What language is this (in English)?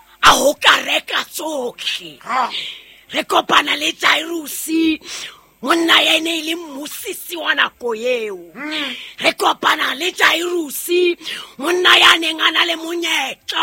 Southern Sotho